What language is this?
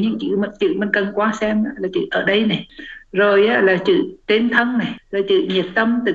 Vietnamese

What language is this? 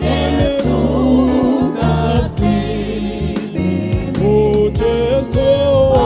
Southern Sotho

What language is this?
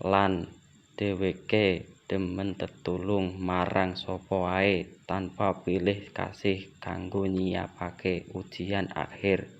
Javanese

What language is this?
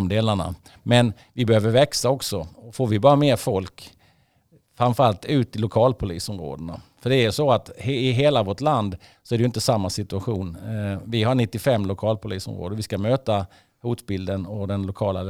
Swedish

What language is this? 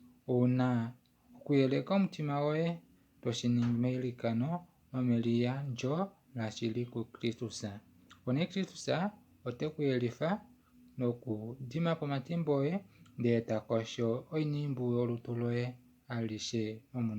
Kuanyama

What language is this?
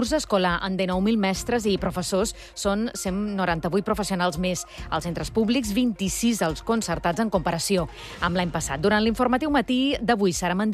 Catalan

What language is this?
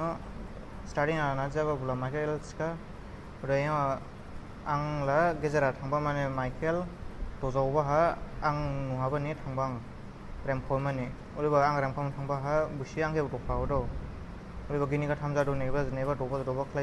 Dimasa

